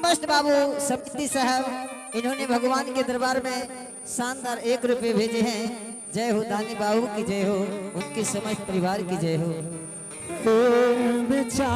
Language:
Angika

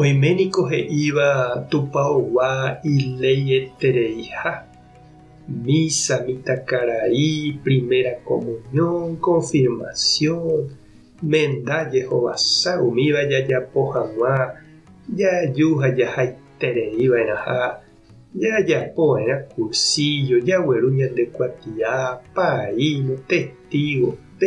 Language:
Guarani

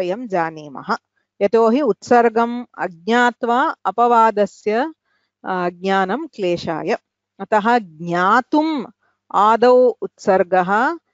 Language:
Sanskrit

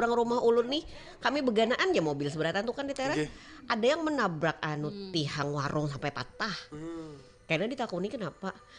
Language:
Banjar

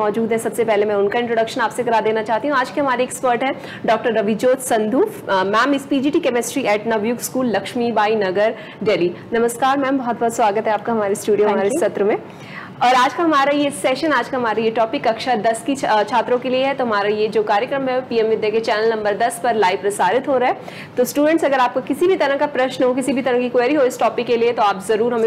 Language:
Hindi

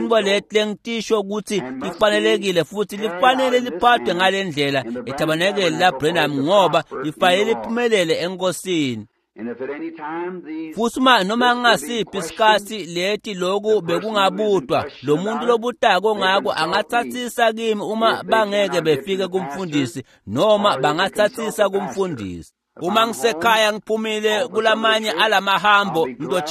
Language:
Swati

